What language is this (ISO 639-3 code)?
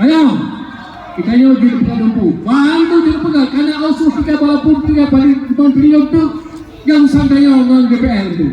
ace